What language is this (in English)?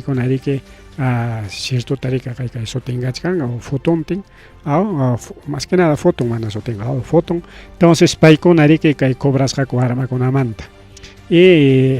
Ayacucho Quechua